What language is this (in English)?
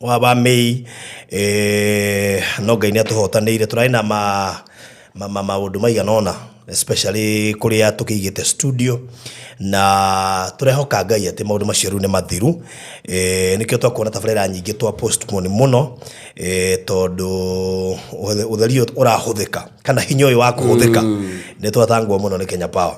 Kikuyu